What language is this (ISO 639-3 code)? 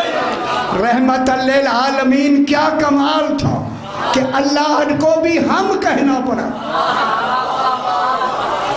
urd